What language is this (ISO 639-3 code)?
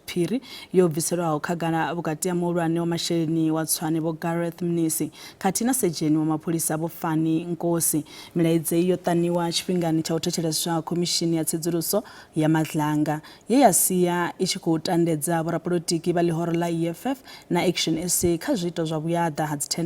ven